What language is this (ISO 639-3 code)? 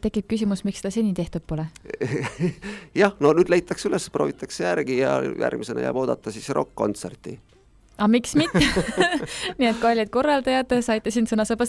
est